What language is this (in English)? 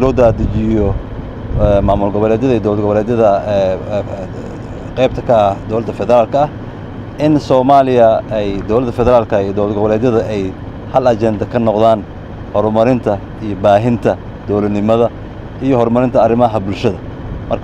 Somali